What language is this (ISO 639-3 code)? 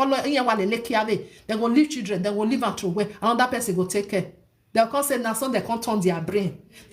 pcm